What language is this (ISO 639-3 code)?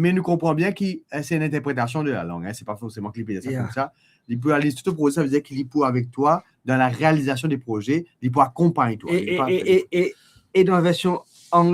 mfe